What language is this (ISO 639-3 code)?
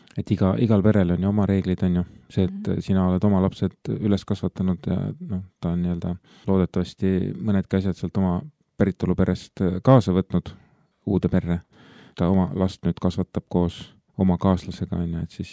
est